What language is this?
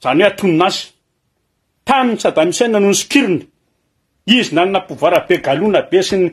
Malagasy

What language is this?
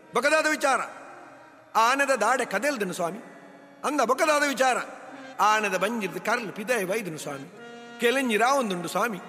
Tulu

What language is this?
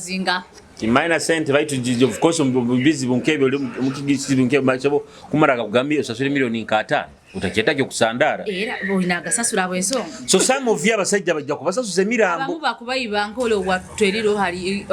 Nyoro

